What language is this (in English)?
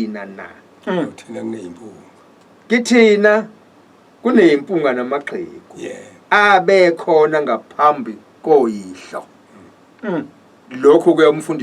Zulu